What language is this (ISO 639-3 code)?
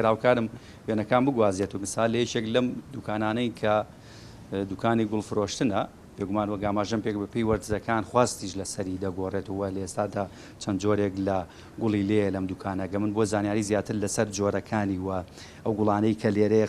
ckb